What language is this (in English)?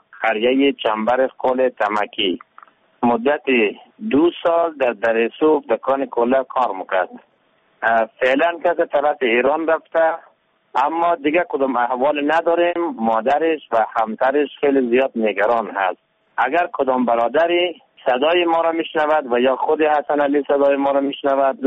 Persian